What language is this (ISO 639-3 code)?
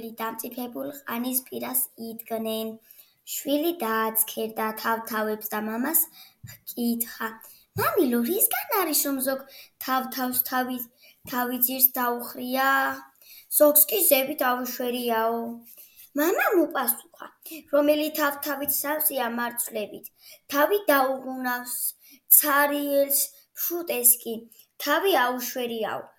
kat